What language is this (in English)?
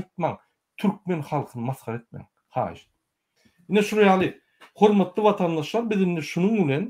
Turkmen